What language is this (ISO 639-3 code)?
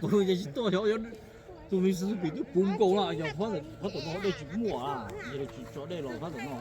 hmn